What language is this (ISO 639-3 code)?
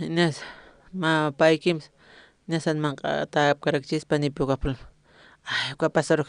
aym